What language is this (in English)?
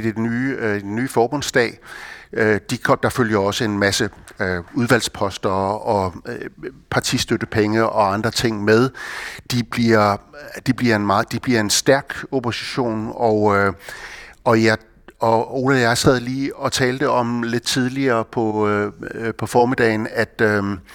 Danish